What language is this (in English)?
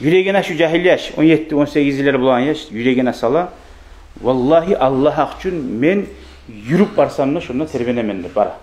Kumyk